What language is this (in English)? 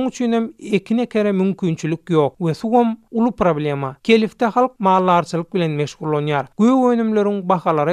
Turkmen